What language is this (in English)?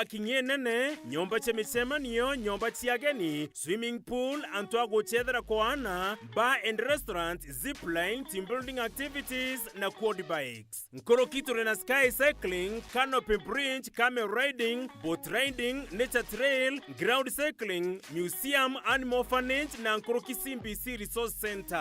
Meru